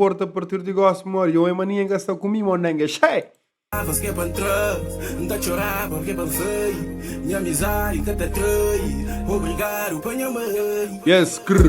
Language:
Kabuverdianu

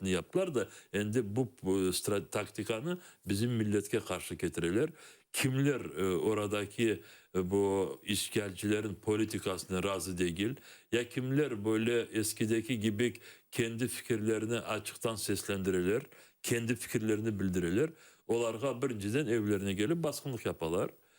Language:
Crimean Tatar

